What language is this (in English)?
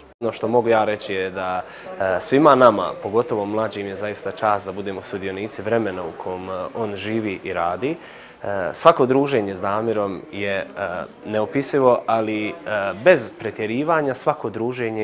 Bosnian